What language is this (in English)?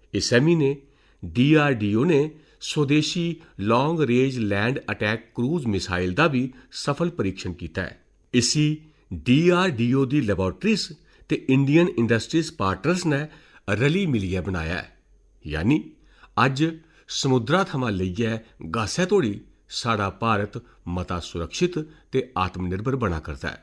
Dogri